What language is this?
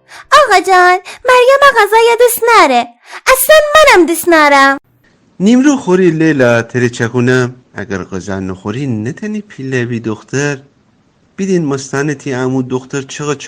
Gilaki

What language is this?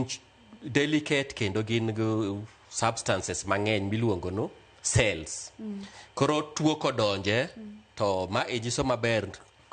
Luo (Kenya and Tanzania)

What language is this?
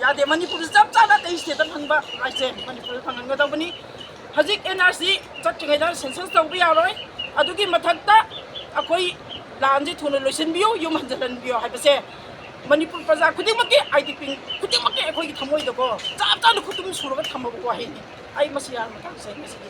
Manipuri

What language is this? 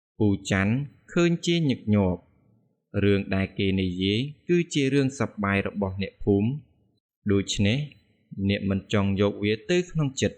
Khmer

